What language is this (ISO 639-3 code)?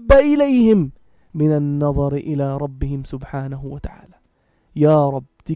apc